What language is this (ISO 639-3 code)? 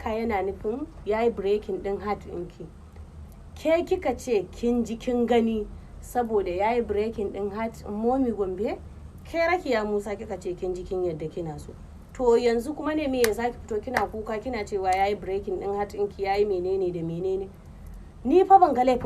hau